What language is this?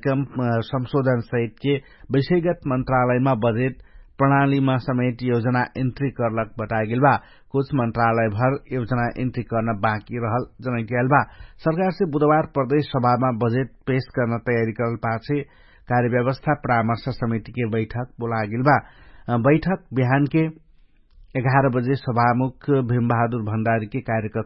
Dangaura Tharu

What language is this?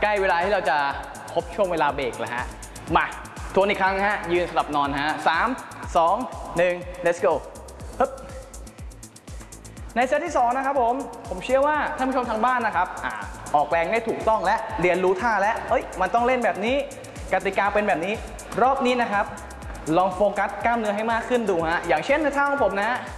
Thai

